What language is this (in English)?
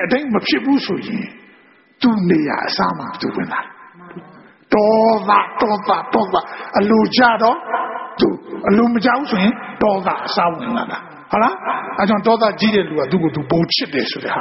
Burmese